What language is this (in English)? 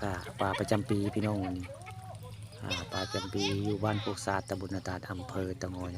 Northeastern Thai